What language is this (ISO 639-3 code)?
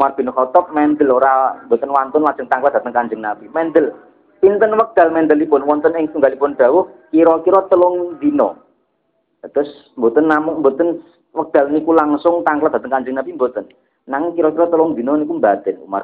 jav